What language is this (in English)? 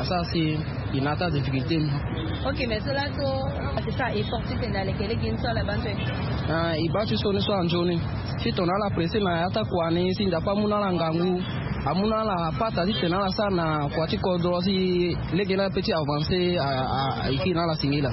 Sango